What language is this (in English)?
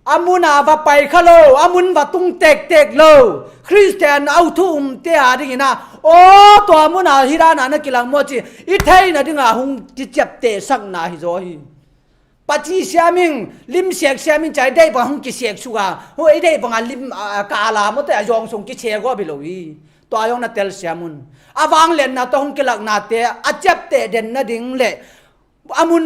Tedim Chin